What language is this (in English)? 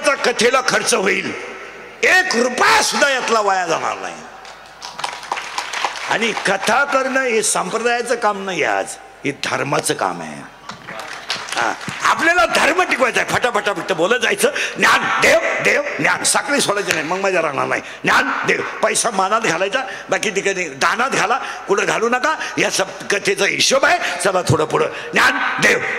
Marathi